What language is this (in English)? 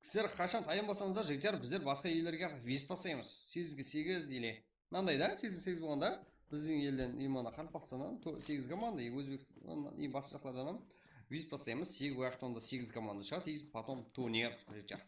Kara-Kalpak